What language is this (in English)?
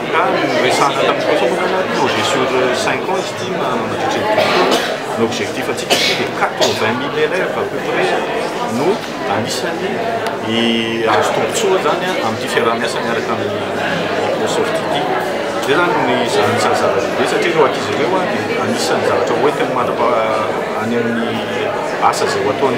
Malagasy